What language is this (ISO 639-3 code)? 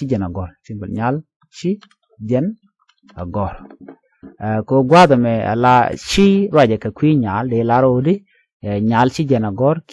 nus